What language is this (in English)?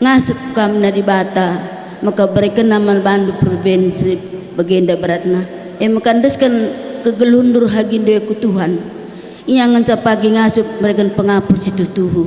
Batak Karo